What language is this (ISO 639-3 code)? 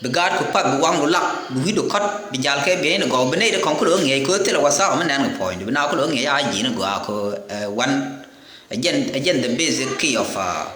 nus